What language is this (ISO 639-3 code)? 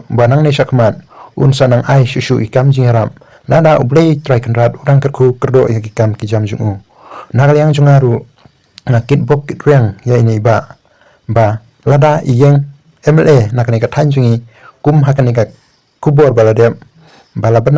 kha